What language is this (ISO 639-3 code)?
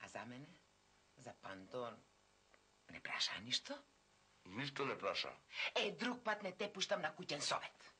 mkd